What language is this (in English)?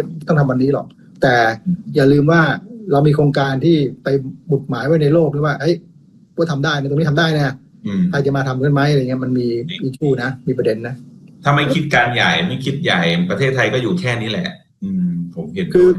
Thai